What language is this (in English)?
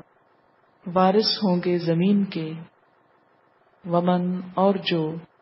Urdu